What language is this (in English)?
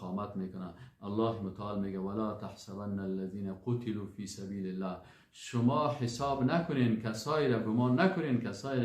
Persian